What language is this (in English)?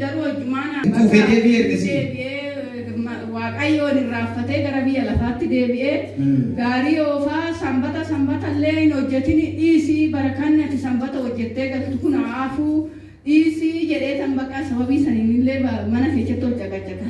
Oromo